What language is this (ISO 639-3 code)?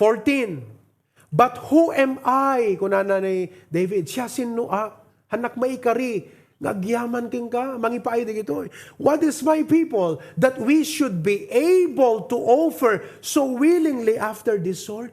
ilo